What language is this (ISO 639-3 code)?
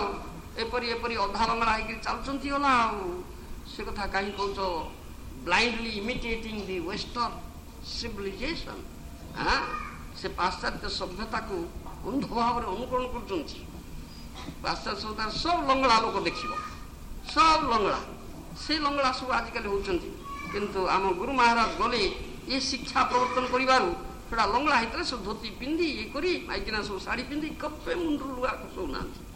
ori